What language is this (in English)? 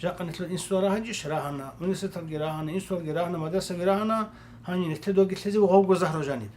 Avaric